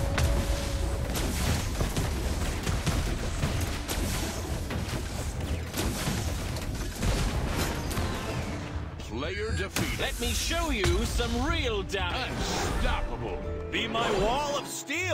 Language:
English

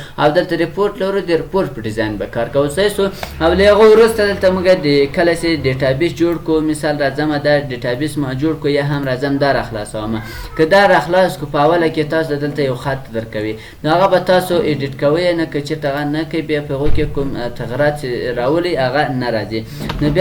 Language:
Pashto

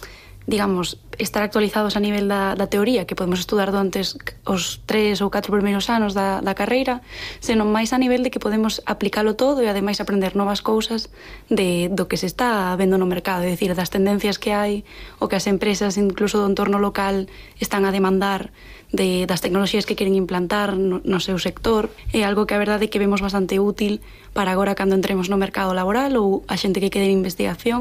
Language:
Galician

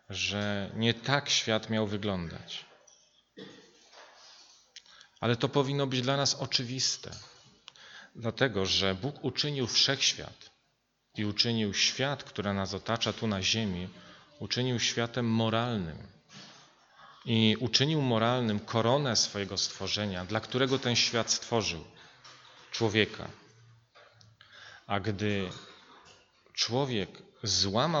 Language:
Polish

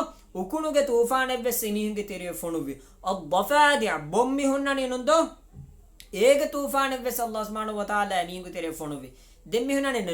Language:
Divehi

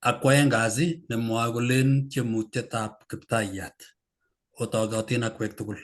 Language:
Kalenjin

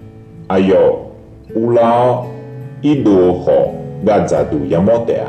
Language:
Akha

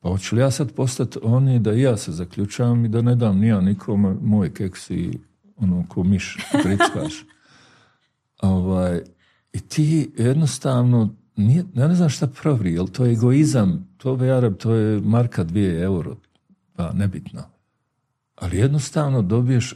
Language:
Bosnian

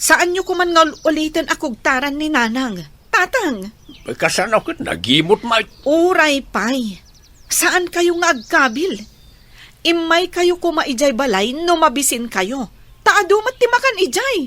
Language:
Iloko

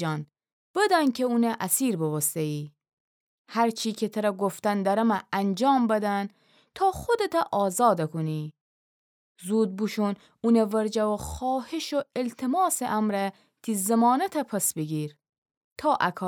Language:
Gilaki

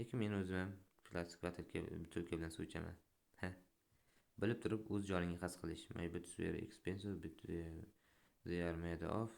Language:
Uzbek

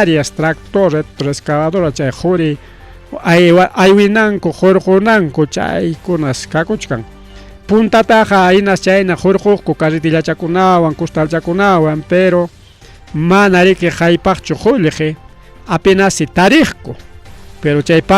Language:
Ayacucho Quechua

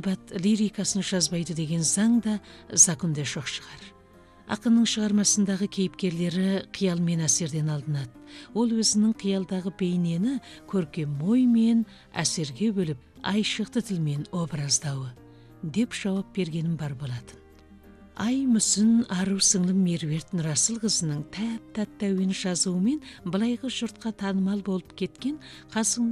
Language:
Kazakh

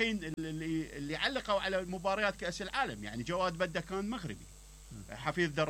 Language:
Mesopotamian Arabic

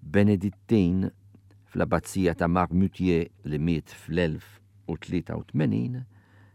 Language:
Maltese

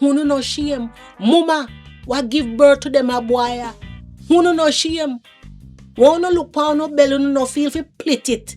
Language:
Jamaican Creole English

